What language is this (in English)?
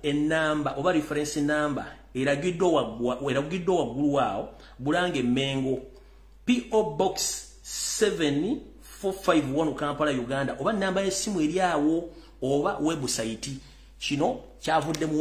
Ganda